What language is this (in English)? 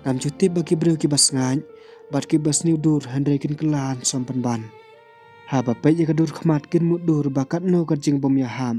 Khasi